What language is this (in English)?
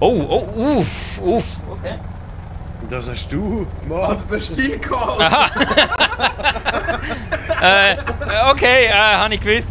Swiss German